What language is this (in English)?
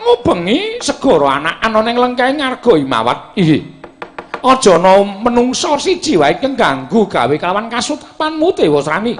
Javanese